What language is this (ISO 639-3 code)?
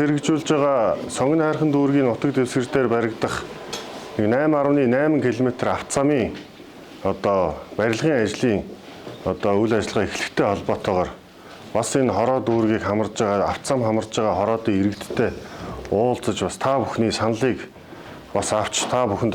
mon